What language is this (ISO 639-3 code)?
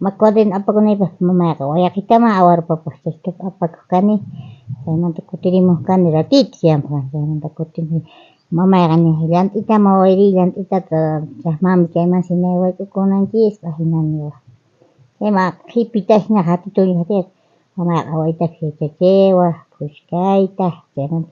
quh